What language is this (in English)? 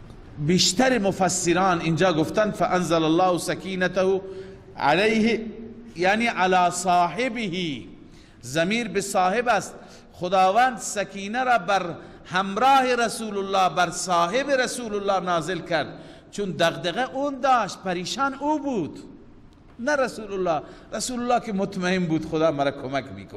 Persian